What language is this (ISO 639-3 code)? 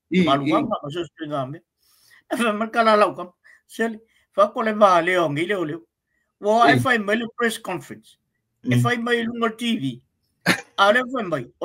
smo